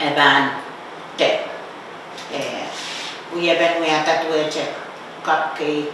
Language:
Pohnpeian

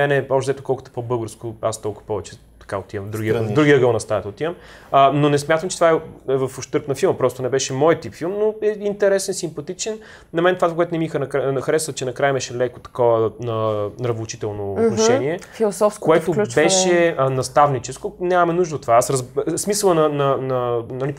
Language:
Bulgarian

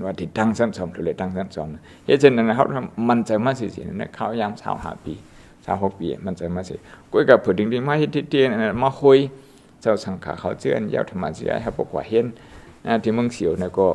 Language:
Shan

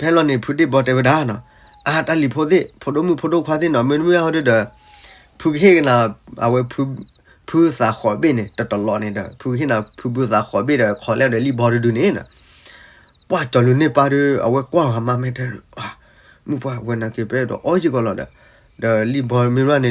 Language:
S'gaw Karen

